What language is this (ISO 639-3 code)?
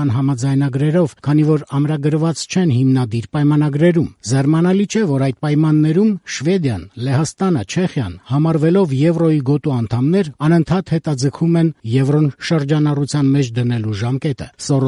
hye